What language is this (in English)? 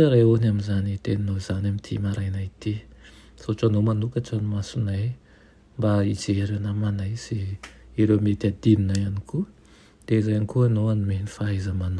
Malagasy